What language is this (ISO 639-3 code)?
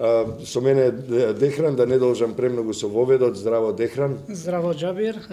mkd